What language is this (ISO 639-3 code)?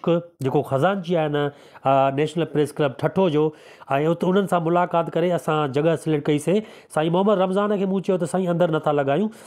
snd